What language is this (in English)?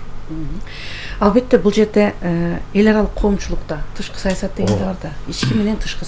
Kyrgyz